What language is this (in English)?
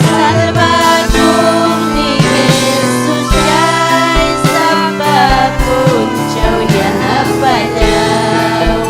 Ayacucho Quechua